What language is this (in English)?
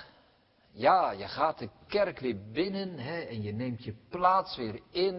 Dutch